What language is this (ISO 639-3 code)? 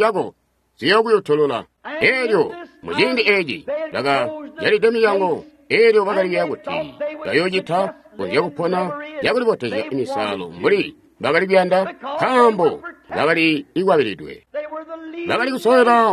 toi